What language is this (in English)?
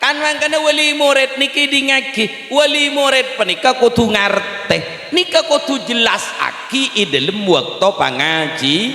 Madurese